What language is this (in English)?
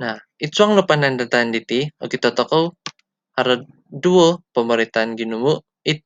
Central Dusun